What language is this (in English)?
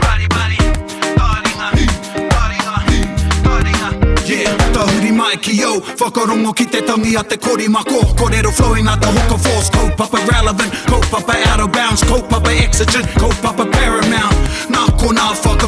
Māori